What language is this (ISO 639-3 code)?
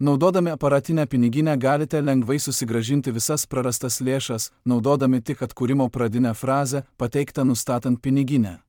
lit